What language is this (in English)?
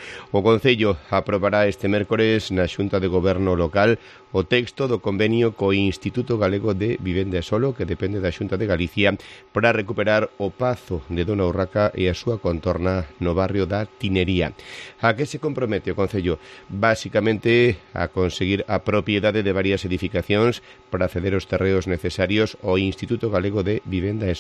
Galician